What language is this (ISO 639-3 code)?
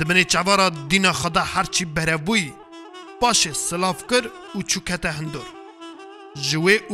kur